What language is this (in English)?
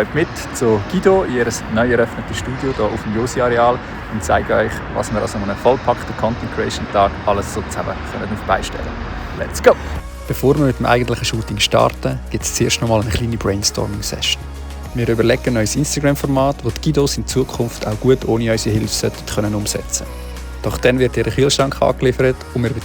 Swiss German